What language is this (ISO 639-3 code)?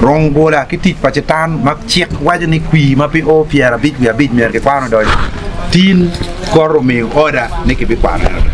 ach